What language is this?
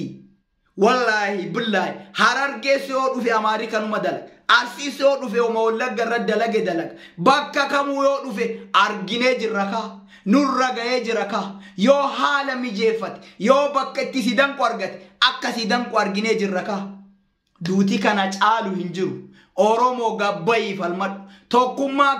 Oromo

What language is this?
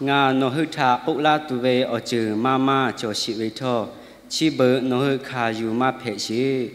Lahu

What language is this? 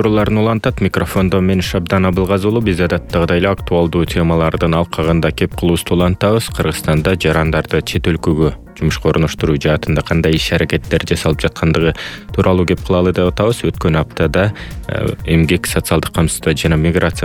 Kyrgyz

